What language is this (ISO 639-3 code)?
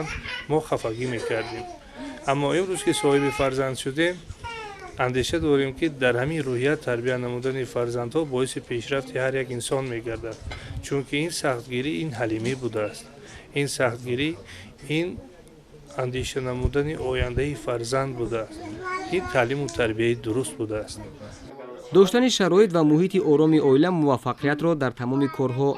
tgk